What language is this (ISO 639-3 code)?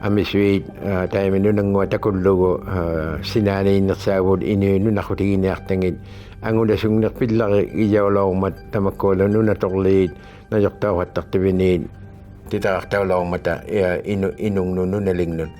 iku